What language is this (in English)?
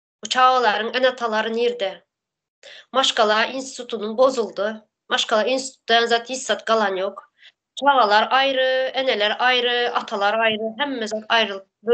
Turkmen